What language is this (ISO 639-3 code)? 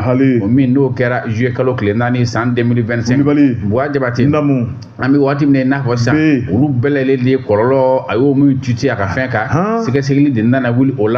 bam